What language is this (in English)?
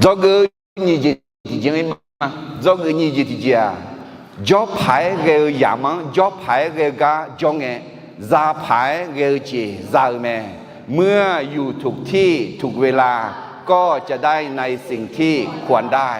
Akha